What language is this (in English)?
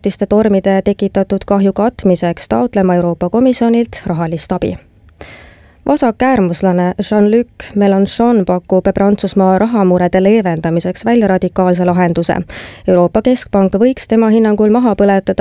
Estonian